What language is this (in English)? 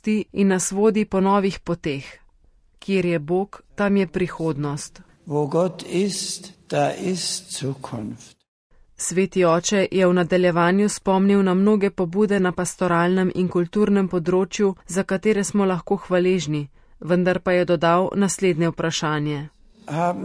Slovenian